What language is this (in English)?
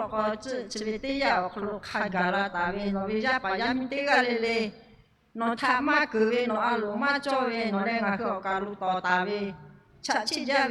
Lahu